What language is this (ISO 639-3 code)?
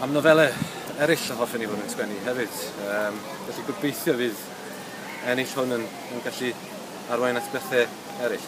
cym